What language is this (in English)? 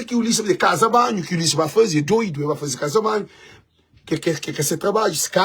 Kabuverdianu